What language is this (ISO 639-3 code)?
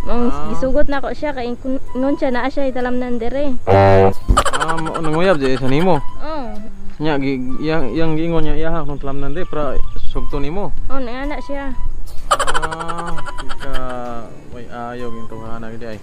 ceb